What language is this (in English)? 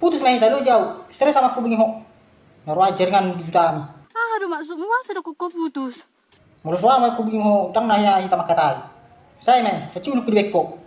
Batak Toba